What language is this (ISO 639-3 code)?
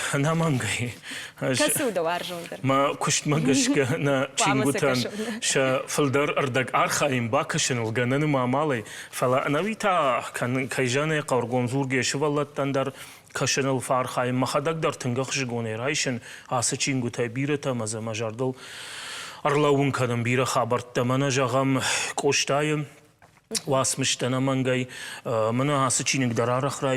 oss